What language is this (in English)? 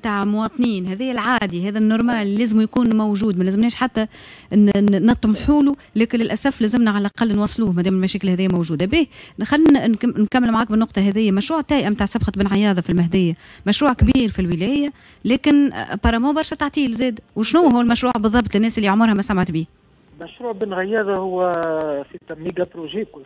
Tunisian Arabic